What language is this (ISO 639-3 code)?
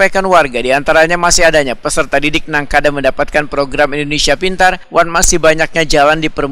bjn